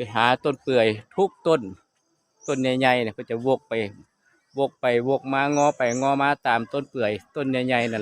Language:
Northeastern Thai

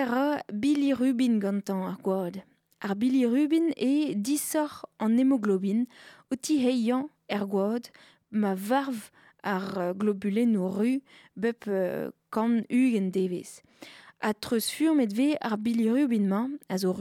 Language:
Breton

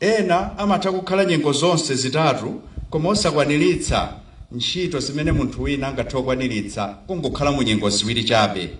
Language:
Nyanja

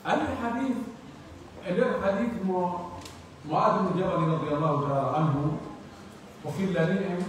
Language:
Pular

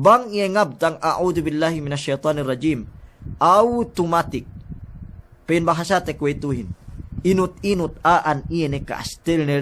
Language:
Yakan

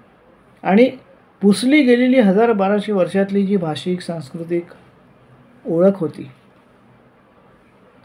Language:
Marathi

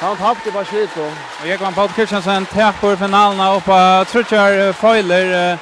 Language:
Faroese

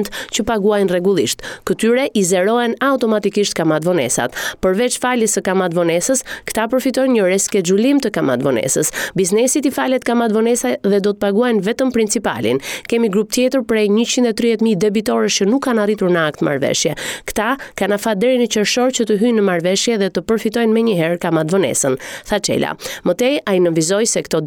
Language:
Albanian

